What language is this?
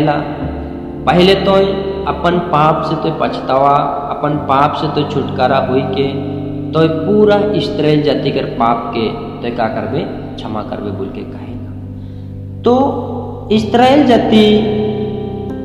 Sadri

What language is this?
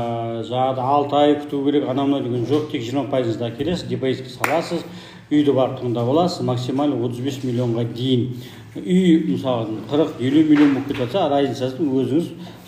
Kazakh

